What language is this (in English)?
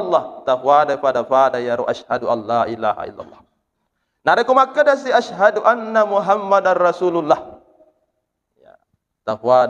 Buginese